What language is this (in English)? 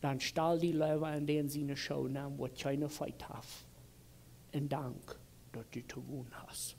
Plautdietsch